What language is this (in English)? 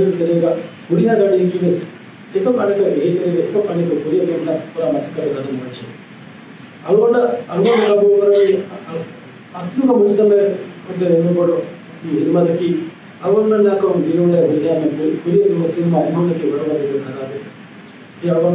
Divehi